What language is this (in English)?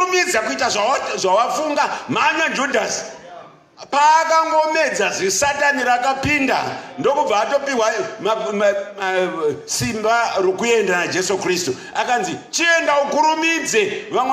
Shona